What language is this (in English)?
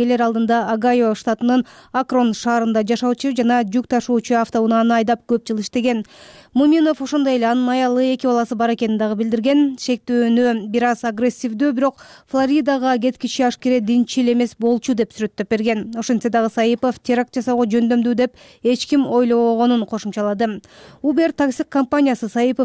Kyrgyz